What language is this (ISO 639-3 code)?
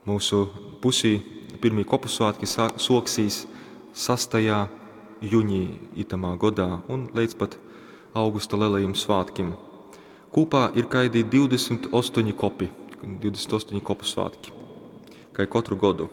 ltg